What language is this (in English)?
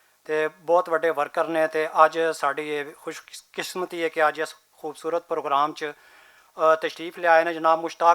Western Panjabi